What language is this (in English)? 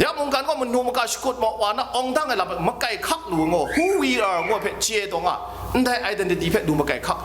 Kachin